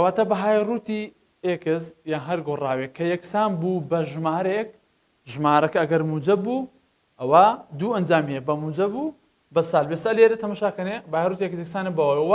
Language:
Central Kurdish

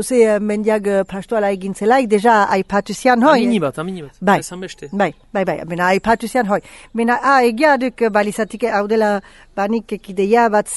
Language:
Basque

